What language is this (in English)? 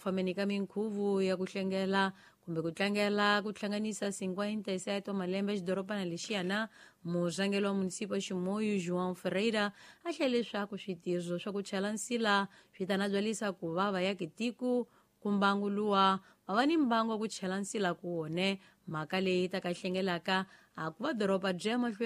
Tsonga